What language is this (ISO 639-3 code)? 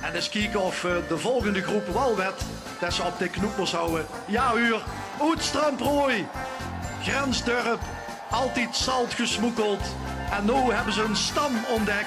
lim